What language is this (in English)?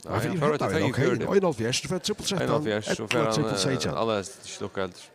Faroese